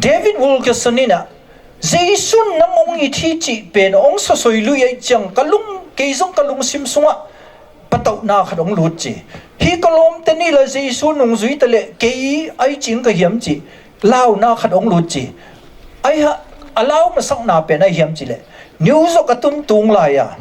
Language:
Tedim Chin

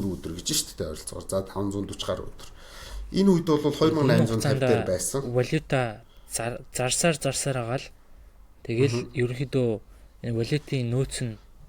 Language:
Mongolian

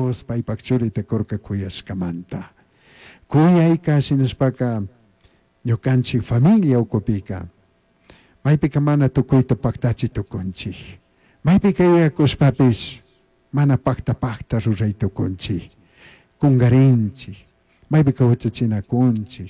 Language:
Chimborazo Highland Quichua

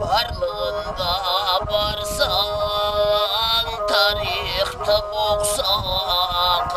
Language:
Kara-Kalpak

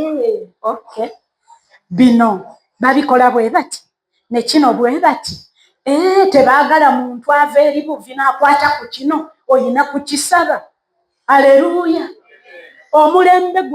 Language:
Ganda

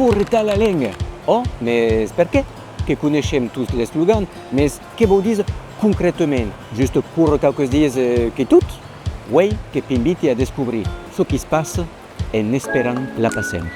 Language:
Occitan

